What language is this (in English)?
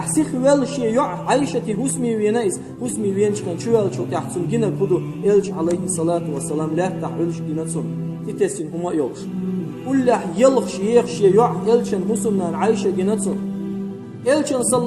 Chechen